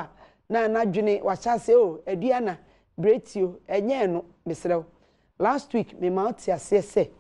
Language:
Akan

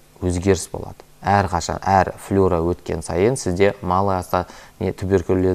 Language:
Kazakh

